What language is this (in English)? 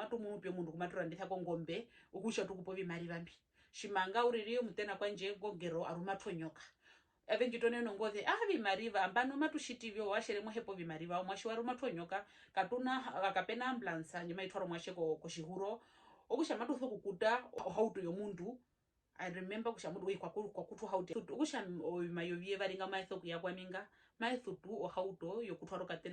Herero